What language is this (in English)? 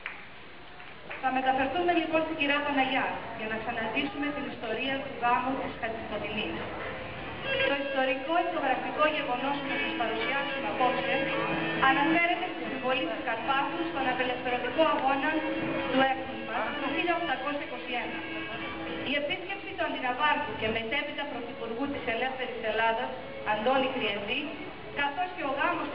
Greek